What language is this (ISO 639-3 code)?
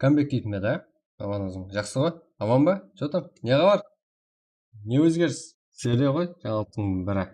kaa